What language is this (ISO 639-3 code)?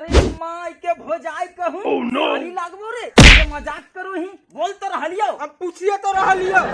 mag